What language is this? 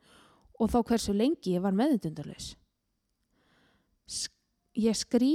Icelandic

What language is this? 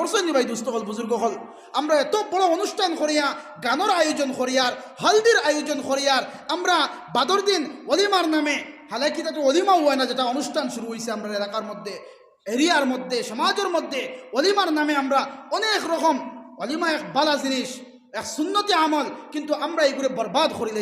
Sylheti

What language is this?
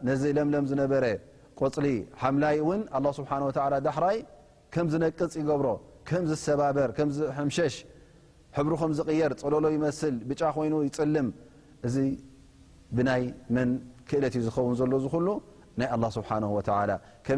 Tigrinya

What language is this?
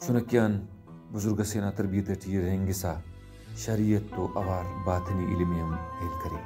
Brahui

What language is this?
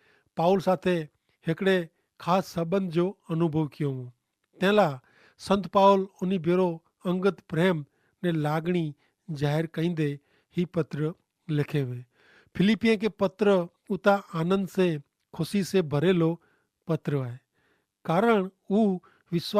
Kachhi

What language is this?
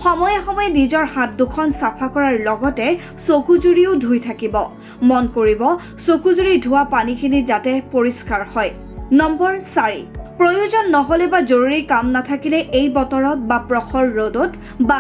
Assamese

